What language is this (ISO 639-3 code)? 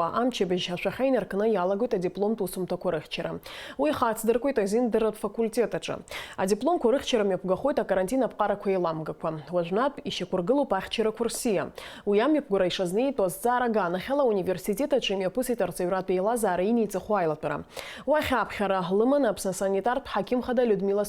abk